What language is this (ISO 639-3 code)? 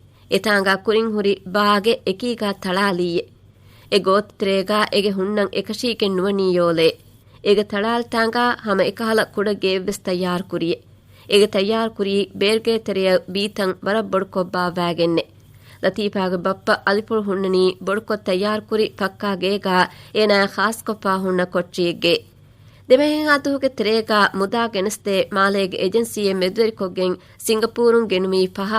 div